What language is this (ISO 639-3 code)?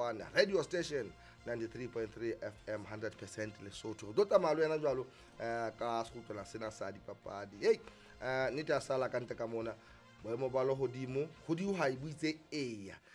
sot